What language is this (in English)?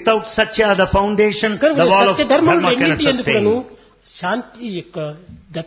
Telugu